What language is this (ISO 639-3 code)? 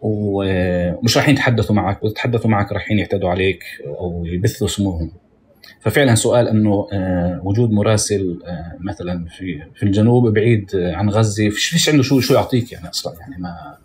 apc